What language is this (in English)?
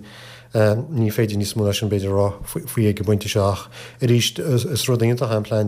Irish